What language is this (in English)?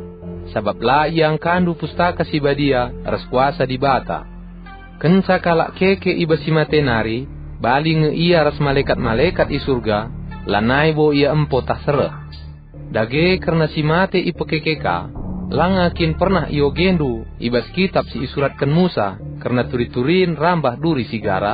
Batak Karo